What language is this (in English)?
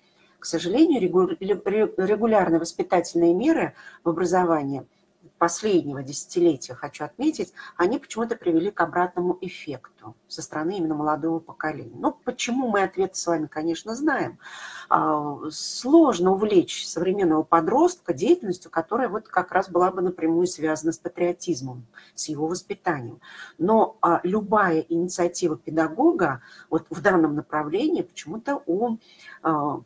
Russian